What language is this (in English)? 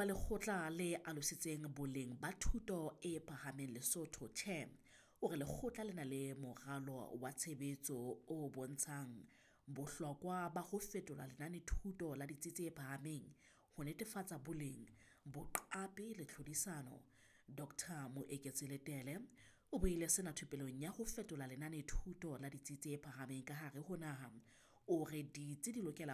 Southern Sotho